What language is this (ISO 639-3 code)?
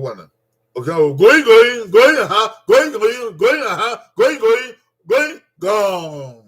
bin